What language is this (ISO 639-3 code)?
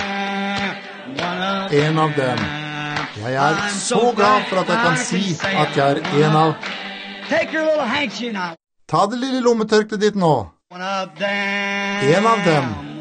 nor